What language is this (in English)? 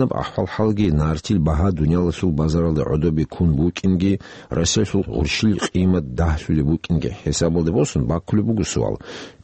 Avaric